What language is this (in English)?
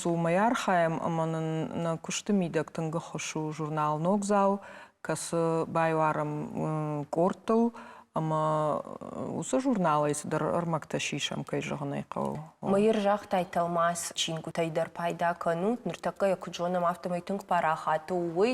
Ossetic